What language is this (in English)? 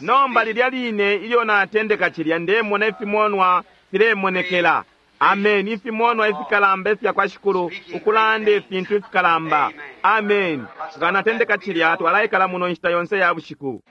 Bemba